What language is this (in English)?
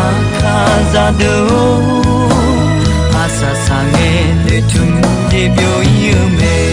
Akha